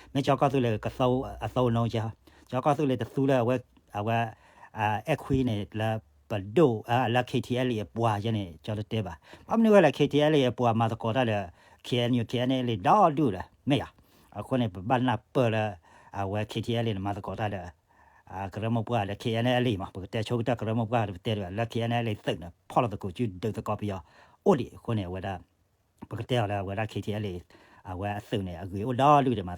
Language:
S'gaw Karen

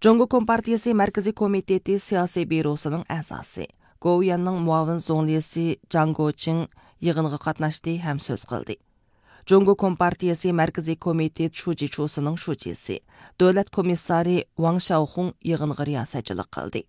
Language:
Uyghur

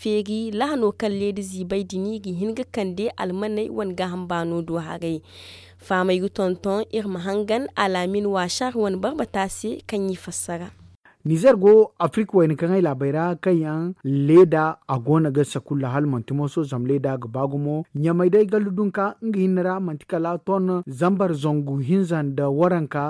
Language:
Zarma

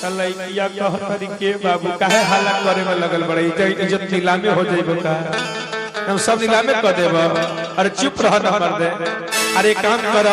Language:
Magahi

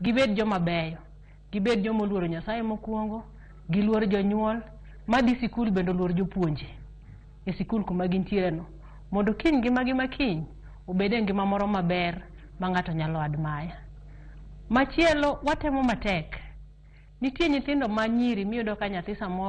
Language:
Luo (Kenya and Tanzania)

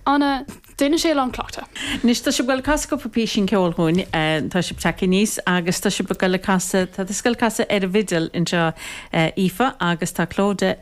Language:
Irish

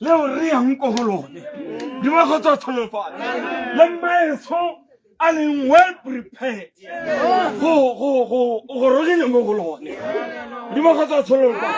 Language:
Tswana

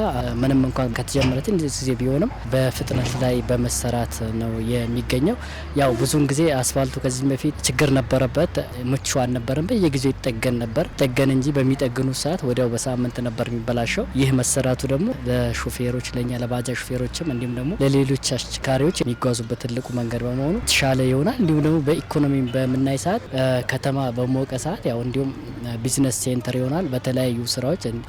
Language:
Amharic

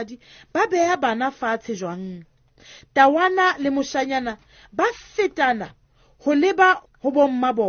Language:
Southern Sotho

